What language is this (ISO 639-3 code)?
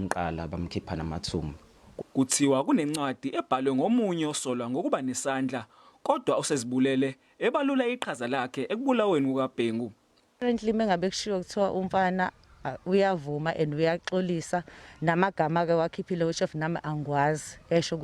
zul